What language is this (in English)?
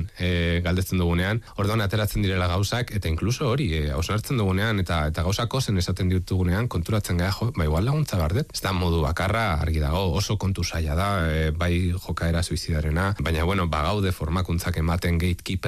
Basque